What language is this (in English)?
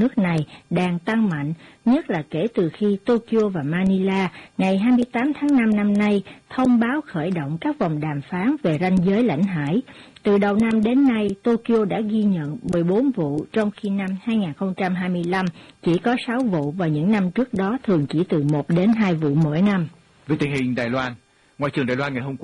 Vietnamese